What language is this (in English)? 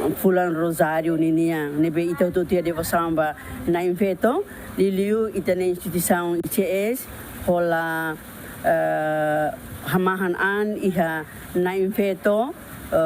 Tetum